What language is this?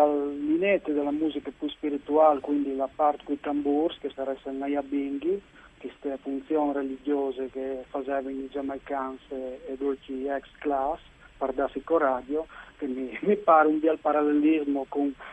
Friulian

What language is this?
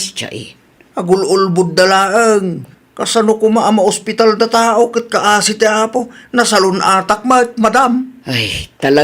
Iloko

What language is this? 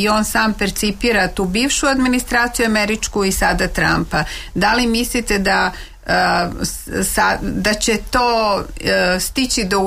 Serbian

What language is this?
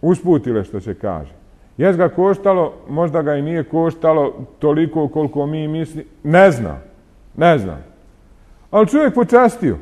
Bosnian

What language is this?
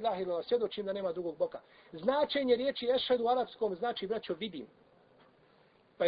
Bosnian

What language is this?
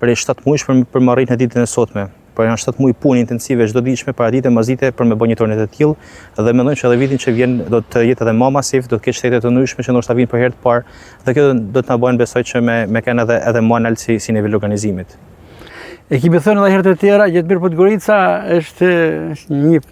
Albanian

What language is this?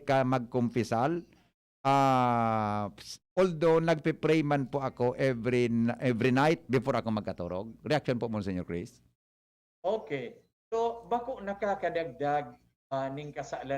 Bikol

